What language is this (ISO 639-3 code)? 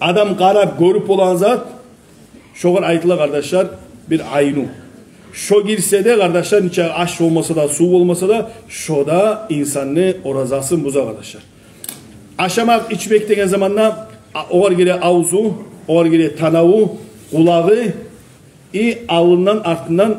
kum